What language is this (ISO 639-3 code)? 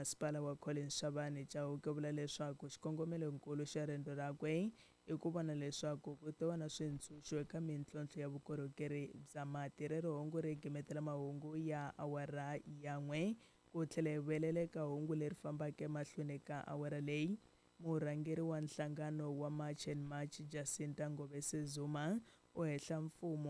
tso